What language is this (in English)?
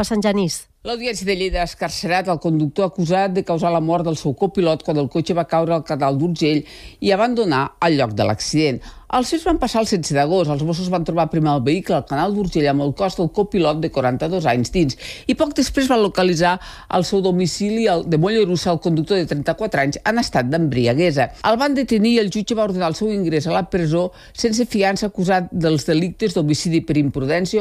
Catalan